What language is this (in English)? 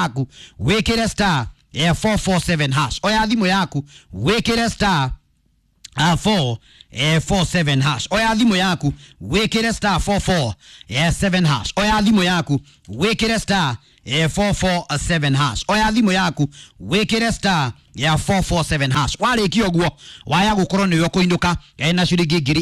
Kikuyu